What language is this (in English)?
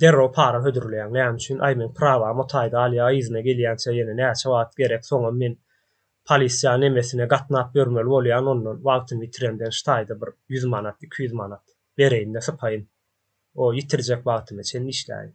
Turkmen